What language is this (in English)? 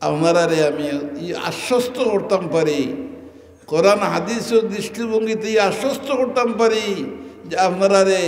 Sylheti